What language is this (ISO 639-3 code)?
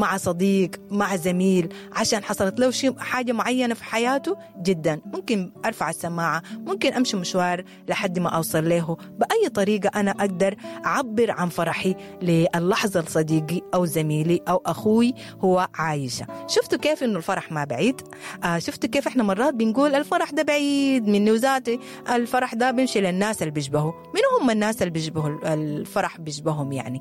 apd